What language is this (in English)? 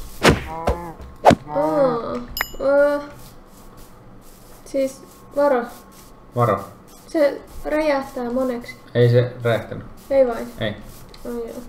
Finnish